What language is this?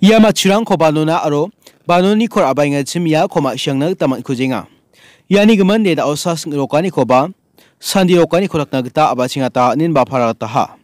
Garo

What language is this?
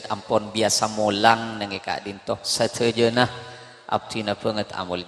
Madurese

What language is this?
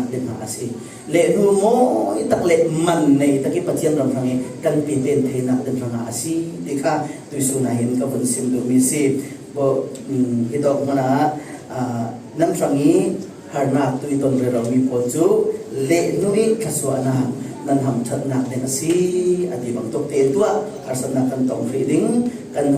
Falam Chin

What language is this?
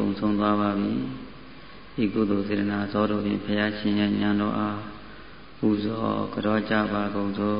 Burmese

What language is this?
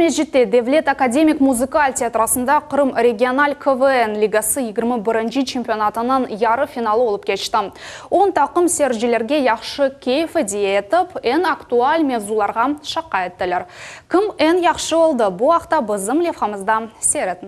Crimean Tatar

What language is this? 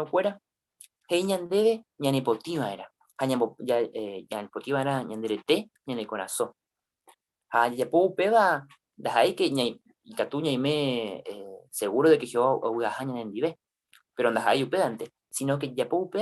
Guarani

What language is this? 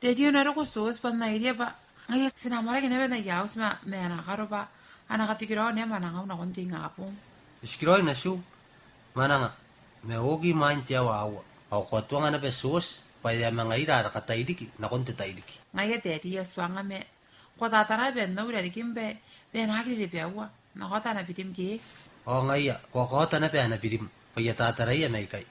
Gilbertese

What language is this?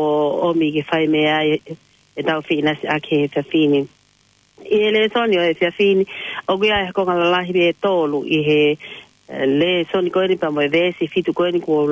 Tongan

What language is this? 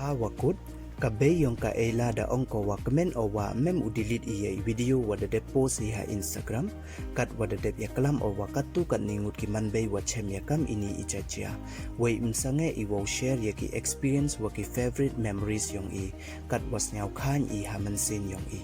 Pnar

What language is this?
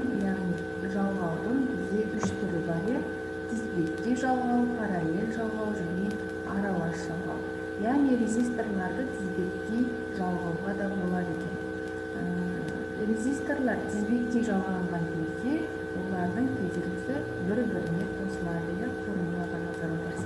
Kazakh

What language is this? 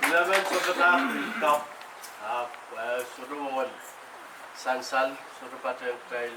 Pohnpeian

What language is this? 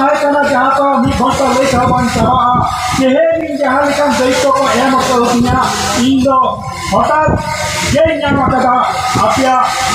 Santali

